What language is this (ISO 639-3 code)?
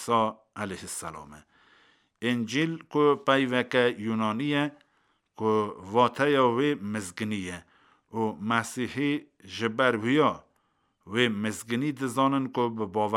kur